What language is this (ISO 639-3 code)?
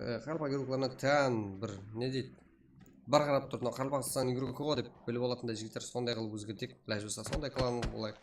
kaa